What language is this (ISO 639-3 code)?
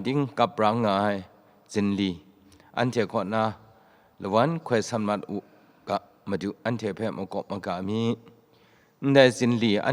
kac